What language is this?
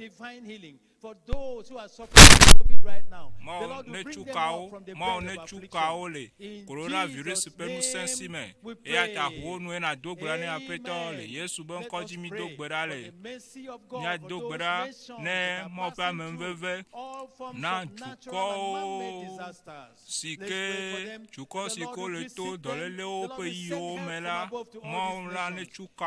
Ewe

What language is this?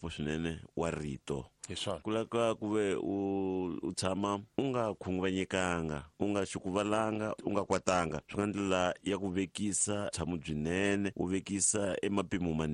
Tsonga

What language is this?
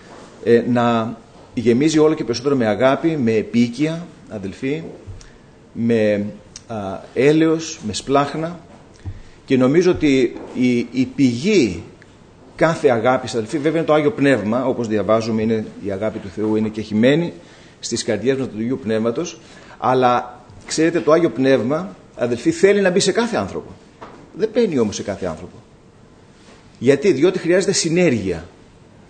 Greek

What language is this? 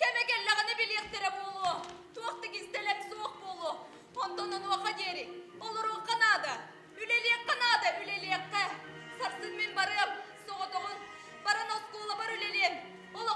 Yakut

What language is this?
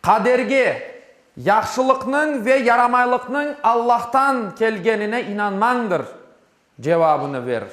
Crimean Tatar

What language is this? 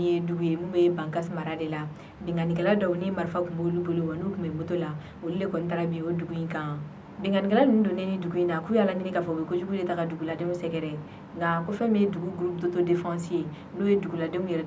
Bambara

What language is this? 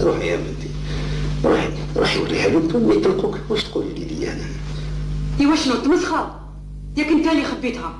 Algerian Arabic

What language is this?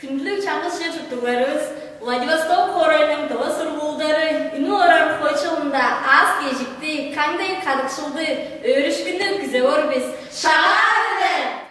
Tuvinian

